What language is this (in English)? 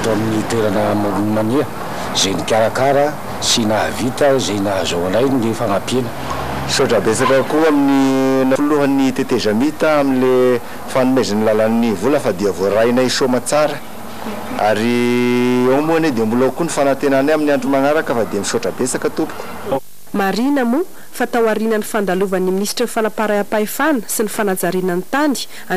Malagasy